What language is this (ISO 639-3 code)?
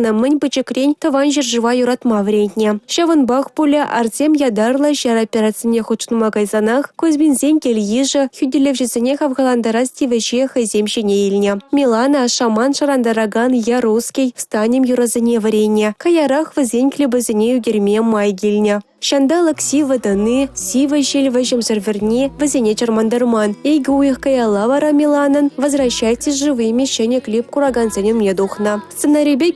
chv